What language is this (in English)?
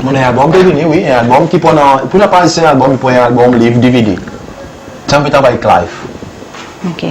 Seselwa Creole French